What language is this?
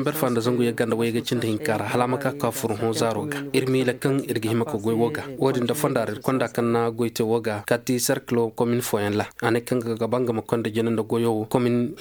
Koyraboro Senni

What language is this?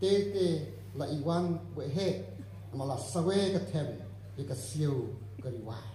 Khasi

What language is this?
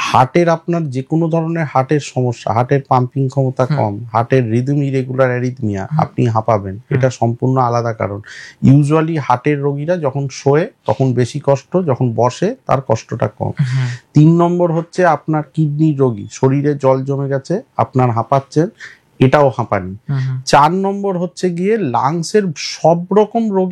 Bangla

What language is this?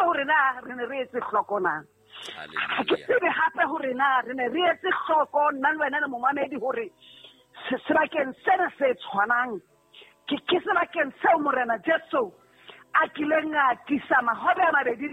Southern Sotho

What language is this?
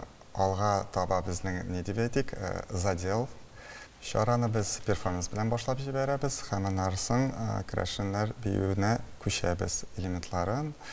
Tatar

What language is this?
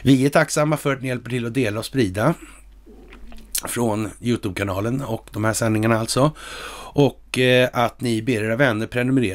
Swedish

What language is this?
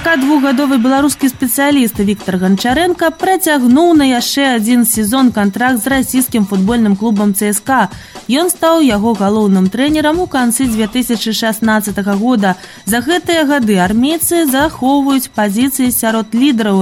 Belarusian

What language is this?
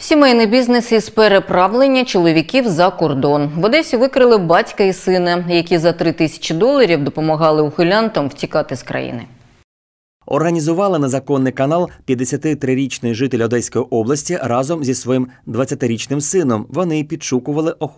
Ukrainian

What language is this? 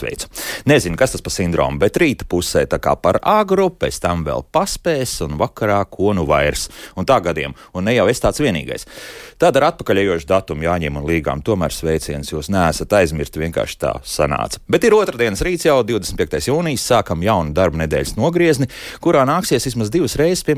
Latvian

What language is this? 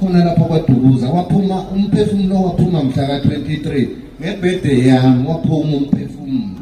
Zulu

